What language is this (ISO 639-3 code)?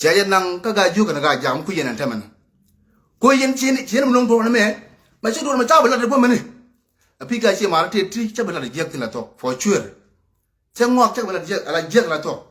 nus